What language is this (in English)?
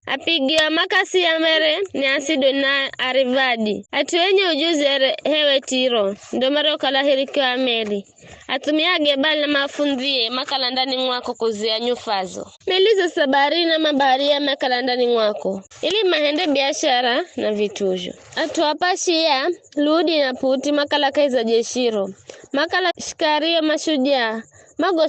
Giryama